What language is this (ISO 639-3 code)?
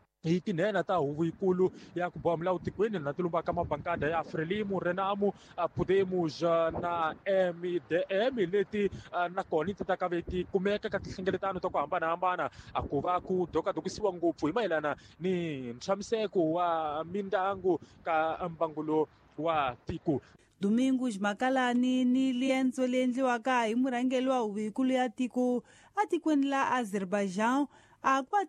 tso